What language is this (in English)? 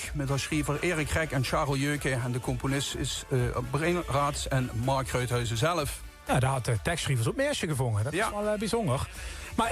Limburgish